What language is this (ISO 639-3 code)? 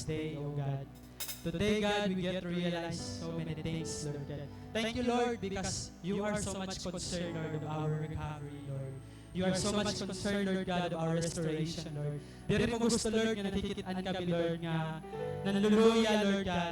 war